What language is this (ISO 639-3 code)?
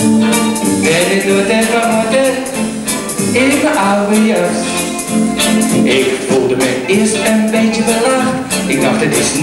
nld